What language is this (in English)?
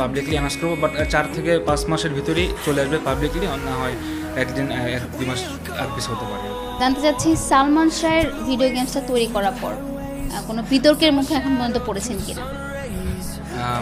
Bangla